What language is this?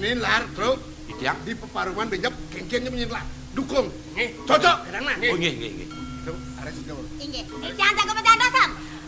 Balinese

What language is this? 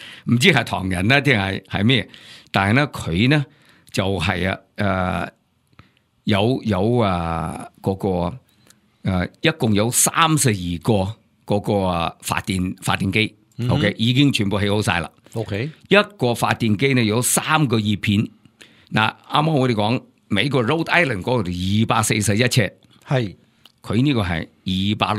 Cantonese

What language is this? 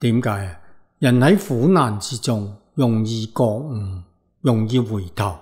Cantonese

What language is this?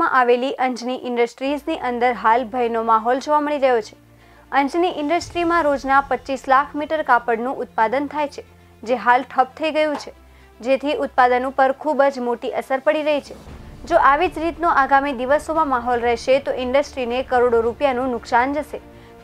Gujarati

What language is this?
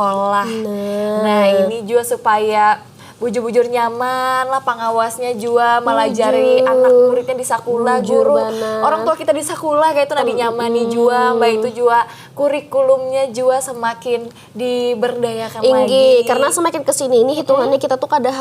Banjar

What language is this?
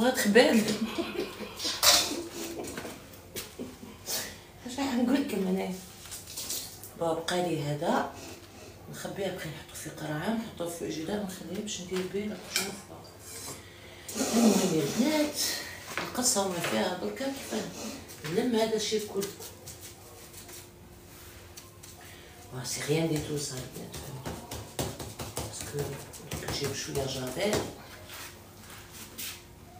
Algerian Arabic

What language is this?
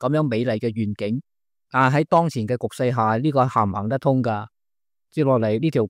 Cantonese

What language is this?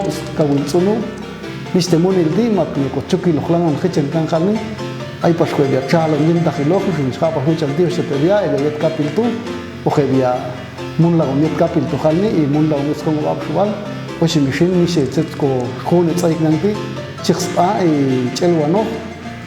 Popti'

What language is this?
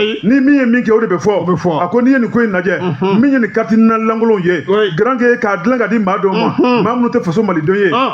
Bambara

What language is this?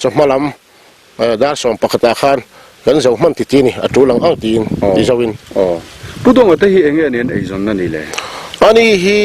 Mizo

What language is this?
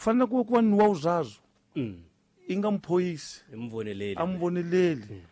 Tsonga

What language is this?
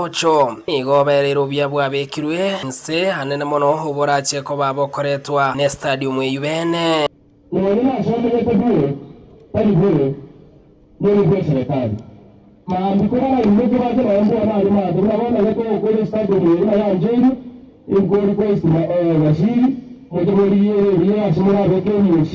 Gusii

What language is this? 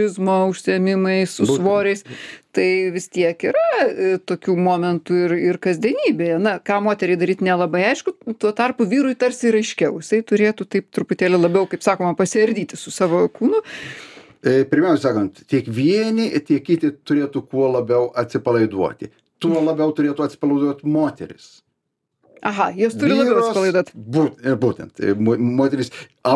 Lithuanian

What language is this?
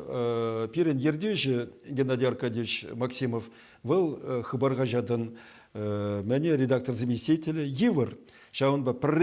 Chuvash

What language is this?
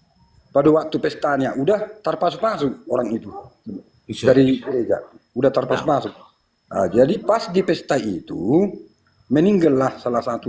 Batak Toba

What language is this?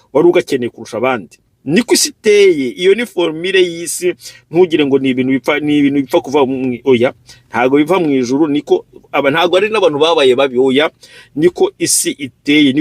Kinyarwanda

